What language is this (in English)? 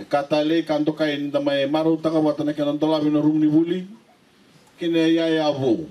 Fijian